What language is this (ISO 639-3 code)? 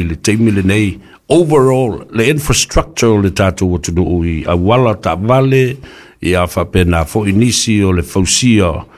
smo